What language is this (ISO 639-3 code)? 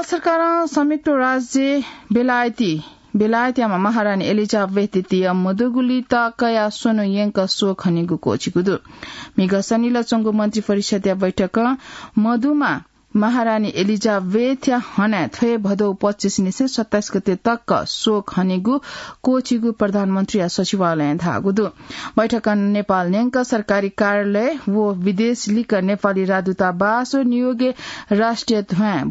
new